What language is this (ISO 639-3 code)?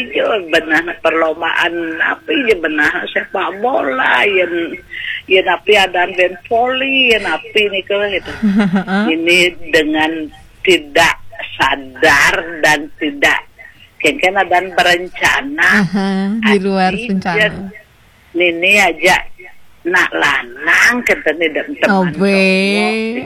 ban